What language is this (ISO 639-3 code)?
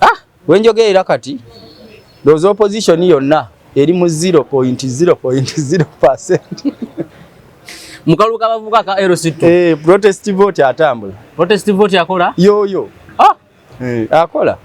lug